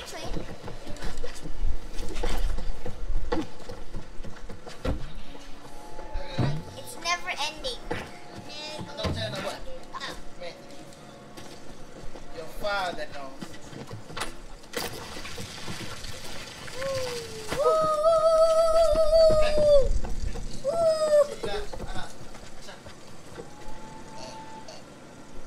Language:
Malay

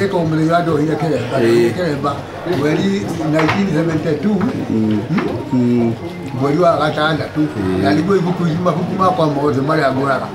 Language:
Kikuyu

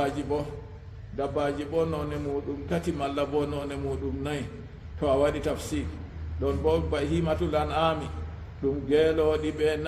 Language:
Fula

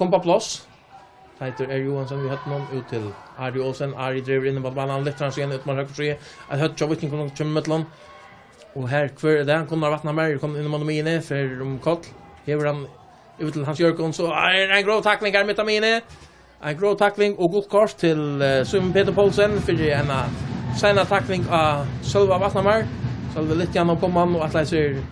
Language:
Faroese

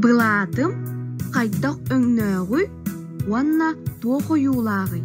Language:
Yakut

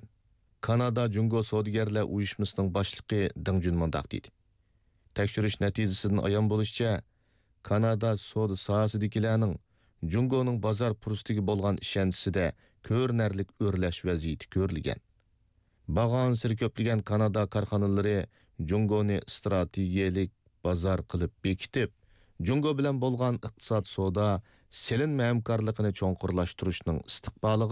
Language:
Uyghur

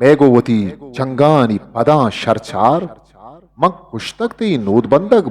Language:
Eastern Balochi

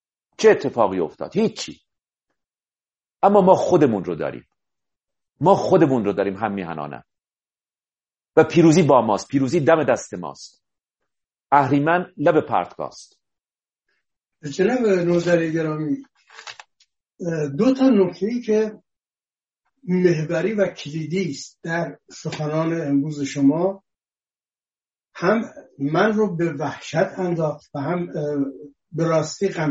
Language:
Persian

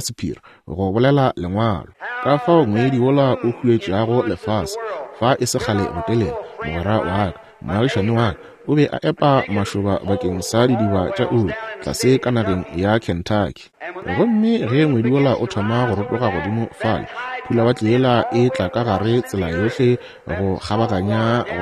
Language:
Northern Sotho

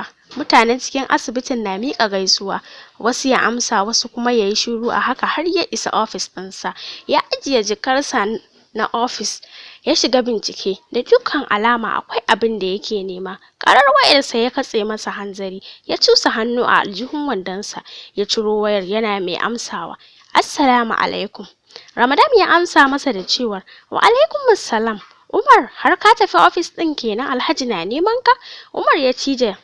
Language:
Hausa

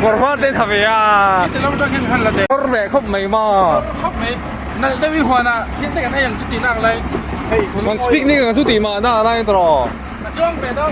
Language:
Mizo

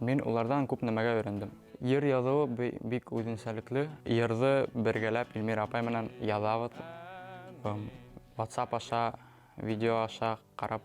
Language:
Bashkir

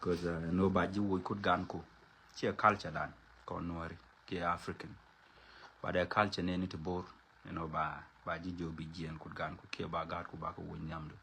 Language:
Nuer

